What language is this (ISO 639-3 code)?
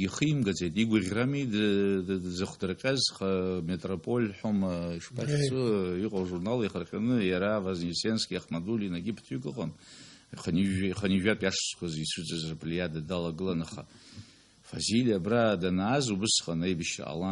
abk